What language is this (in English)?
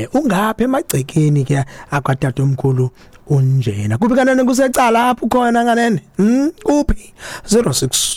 Xhosa